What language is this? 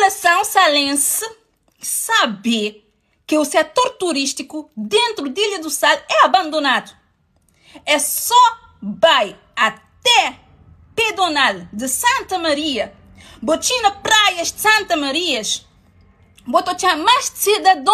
Kabuverdianu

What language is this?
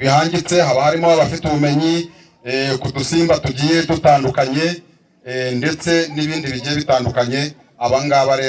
Kinyarwanda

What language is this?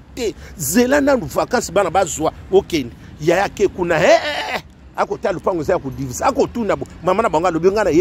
Lingala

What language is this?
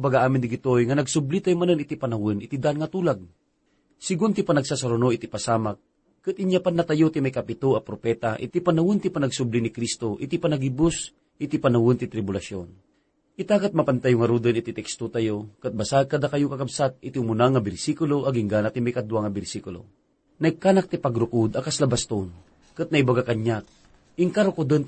Iloko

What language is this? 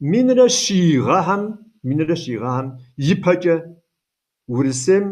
Kabardian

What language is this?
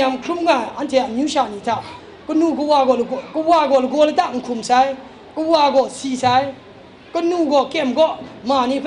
Kachin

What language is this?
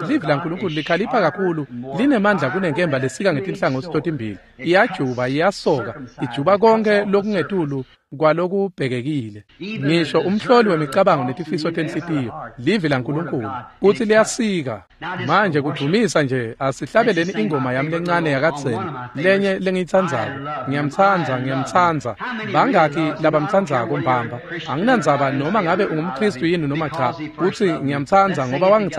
Swati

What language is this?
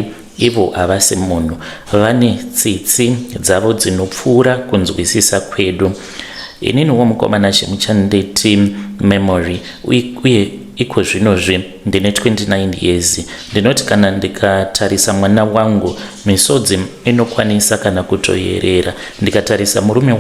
Shona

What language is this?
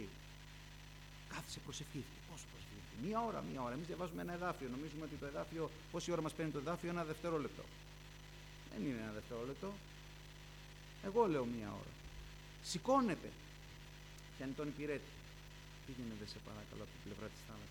Greek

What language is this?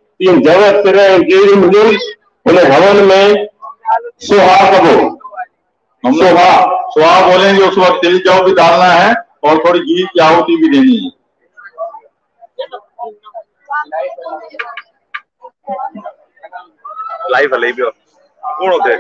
Hindi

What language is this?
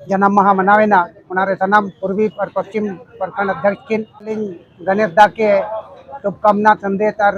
Santali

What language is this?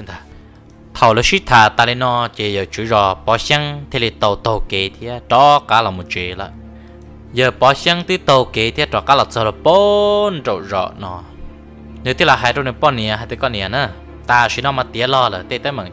Hmong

